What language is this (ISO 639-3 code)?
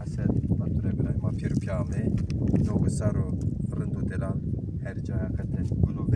zza